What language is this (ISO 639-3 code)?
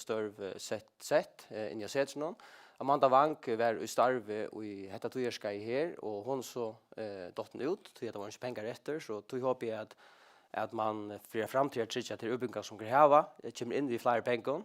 fao